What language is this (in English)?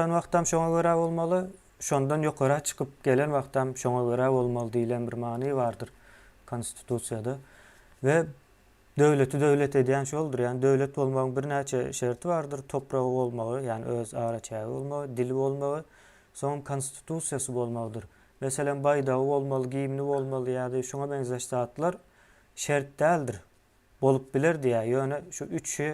Turkmen